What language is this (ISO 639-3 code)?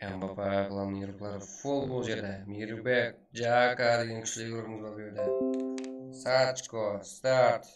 kaa